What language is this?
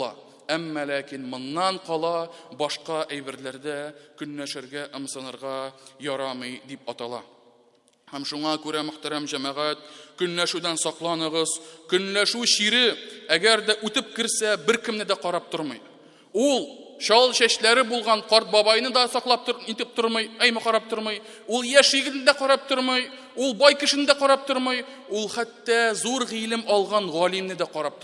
Tatar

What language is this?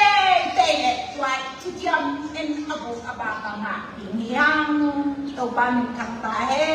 Tedim Chin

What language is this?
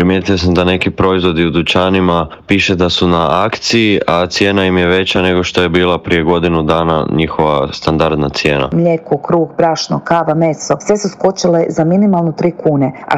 Croatian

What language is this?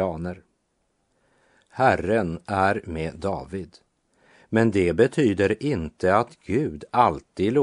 Swedish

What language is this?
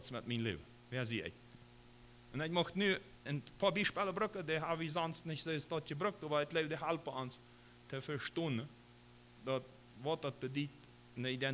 Plautdietsch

